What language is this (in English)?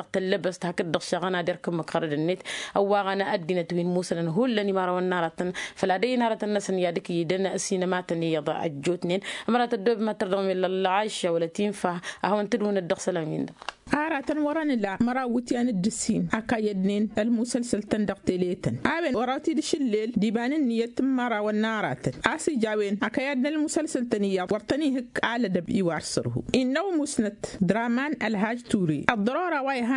Tamasheq